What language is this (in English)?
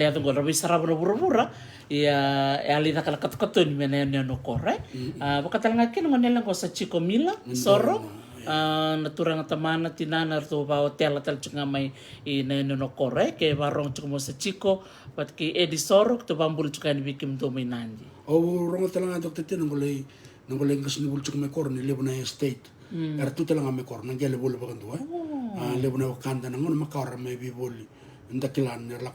Fijian